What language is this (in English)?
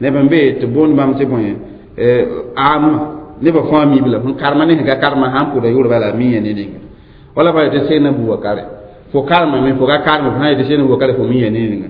Mossi